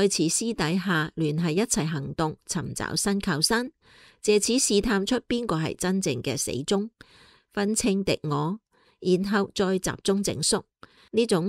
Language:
Cantonese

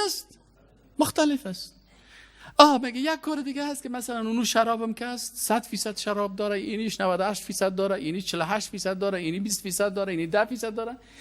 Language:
Persian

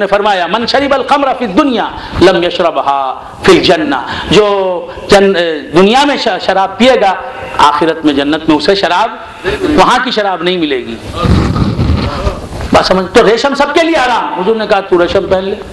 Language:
Urdu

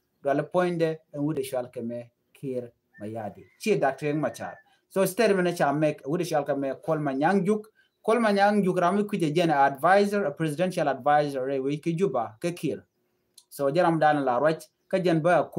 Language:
Nuer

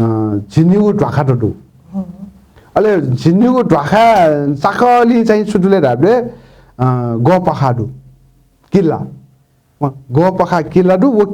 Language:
Newari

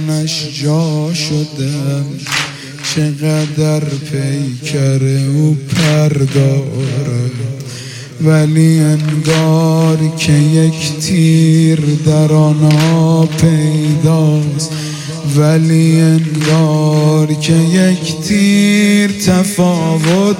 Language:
Persian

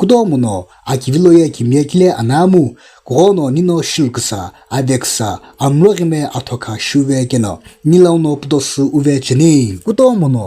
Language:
Sumi Naga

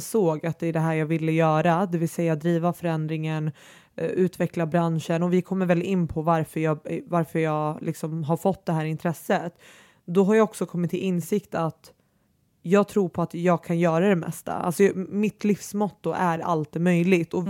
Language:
Swedish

